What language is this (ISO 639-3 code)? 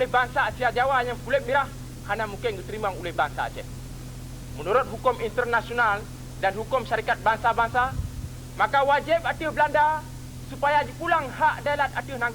ace